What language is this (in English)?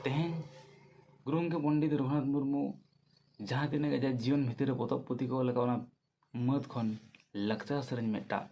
Santali